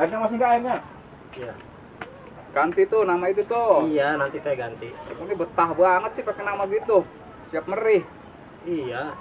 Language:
Betawi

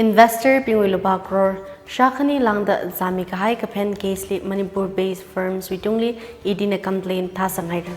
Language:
Tangkhul Naga (India)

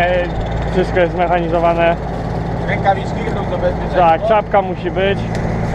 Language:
Polish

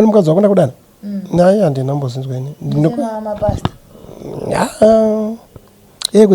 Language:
Shona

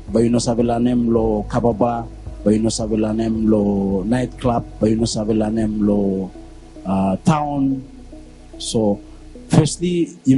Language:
Bislama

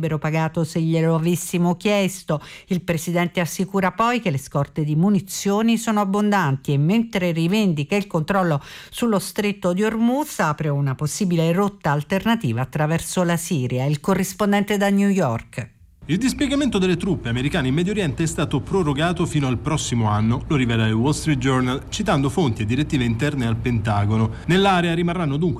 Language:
Italian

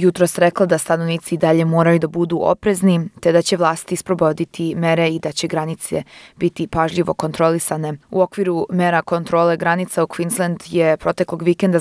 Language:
Serbian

